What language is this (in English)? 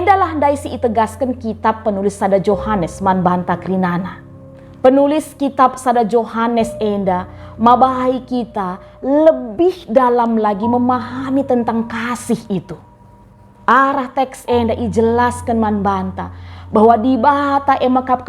Batak Karo